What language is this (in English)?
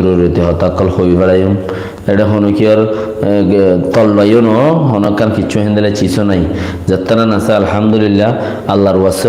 Rohingya